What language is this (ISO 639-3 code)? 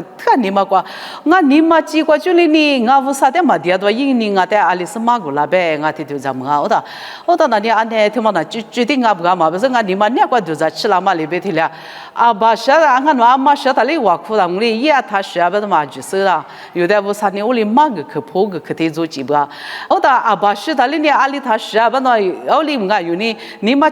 lis